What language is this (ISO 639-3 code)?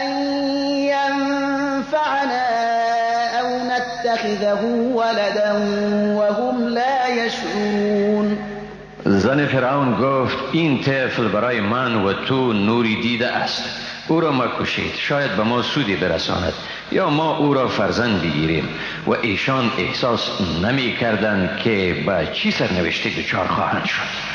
fas